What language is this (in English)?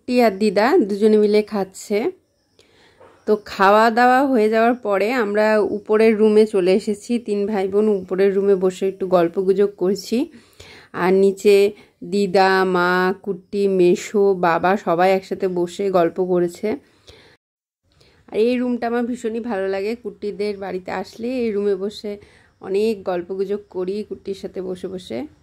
Bangla